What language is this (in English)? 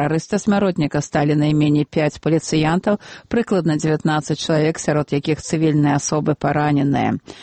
Belarusian